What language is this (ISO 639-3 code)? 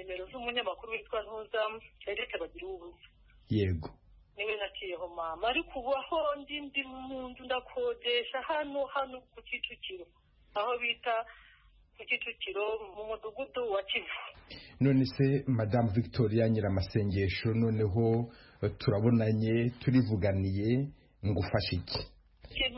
kin